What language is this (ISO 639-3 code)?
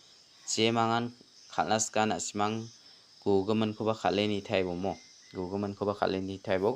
grt